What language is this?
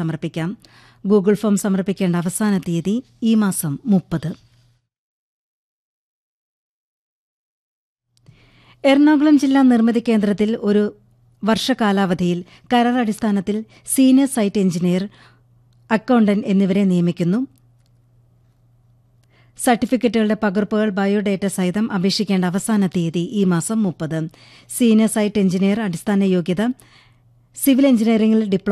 Malayalam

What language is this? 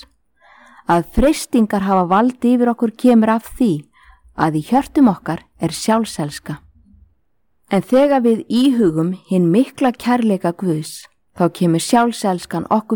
Icelandic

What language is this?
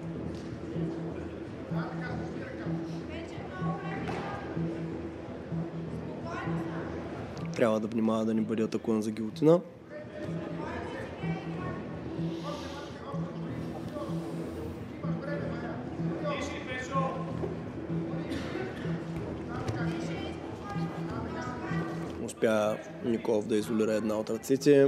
Bulgarian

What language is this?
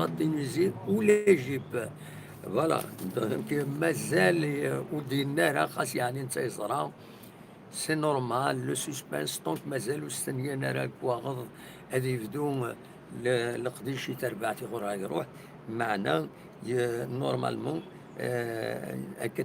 Kabyle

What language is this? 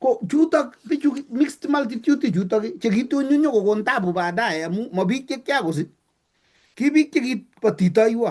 Kalenjin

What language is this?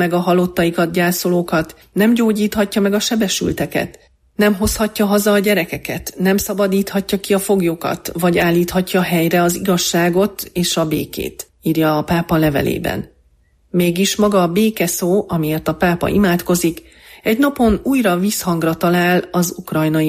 Hungarian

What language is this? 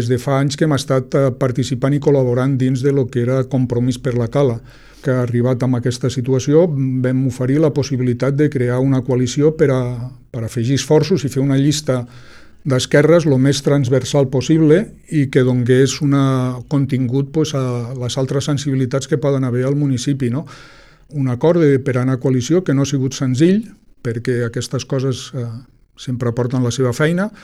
Catalan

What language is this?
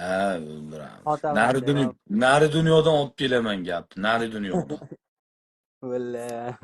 Uzbek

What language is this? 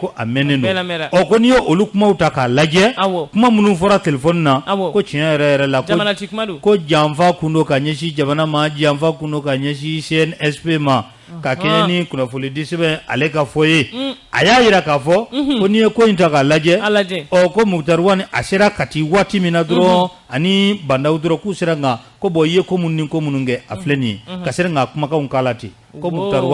Bambara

